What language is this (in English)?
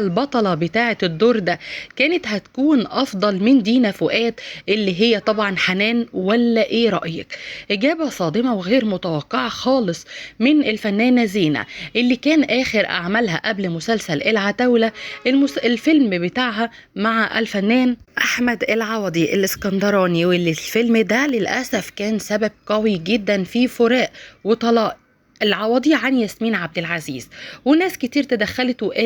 Egyptian Arabic